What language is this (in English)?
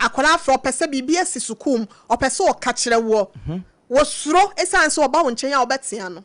Akan